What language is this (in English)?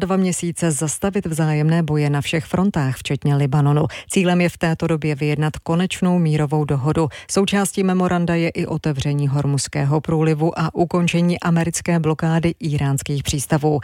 Czech